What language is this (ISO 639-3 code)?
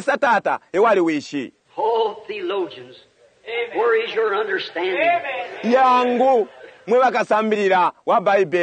bem